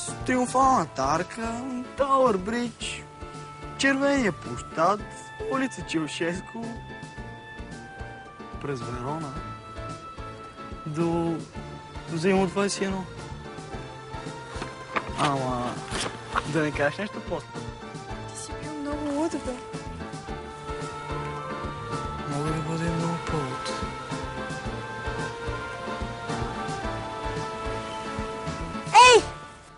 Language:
Bulgarian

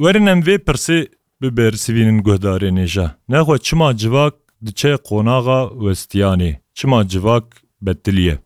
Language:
Kurdish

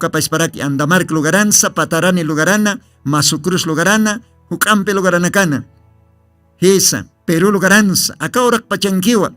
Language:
Aymara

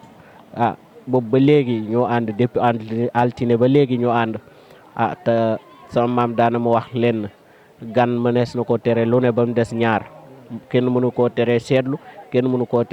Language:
Wolof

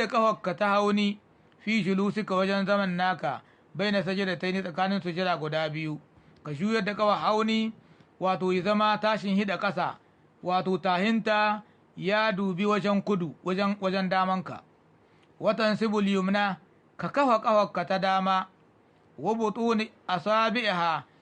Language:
Hausa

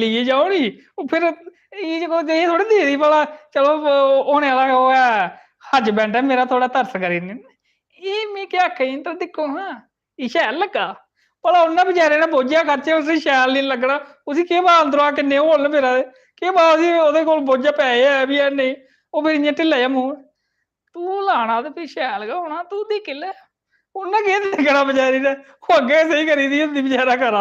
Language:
Dogri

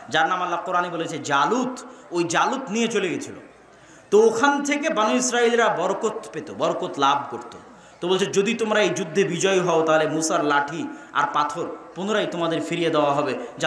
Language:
Bangla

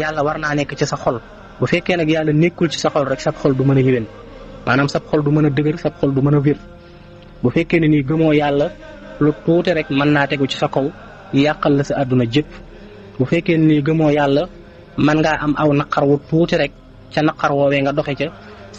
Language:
Wolof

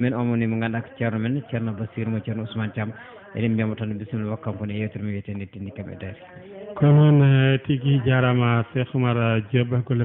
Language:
Fula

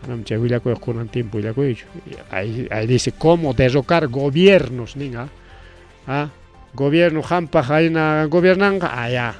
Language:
Ayacucho Quechua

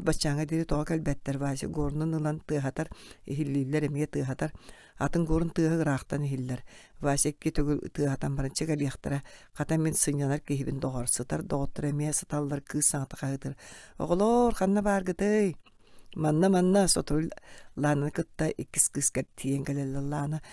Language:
Yakut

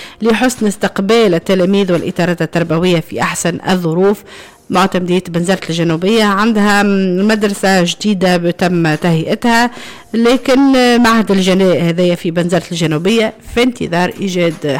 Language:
Tunisian Arabic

